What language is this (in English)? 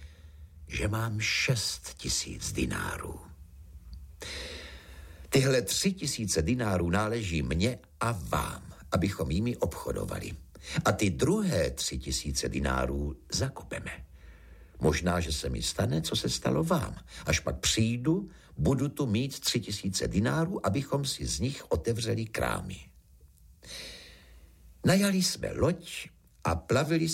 Czech